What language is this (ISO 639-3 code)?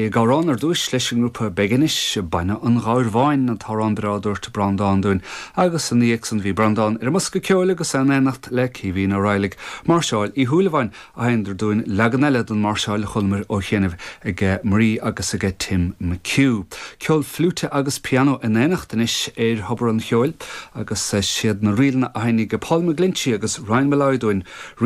gle